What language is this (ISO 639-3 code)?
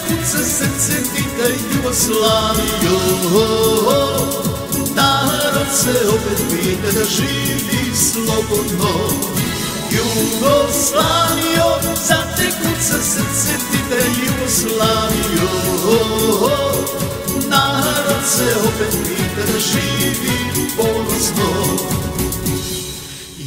srp